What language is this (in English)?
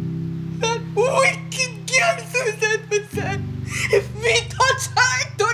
Jamaican Creole English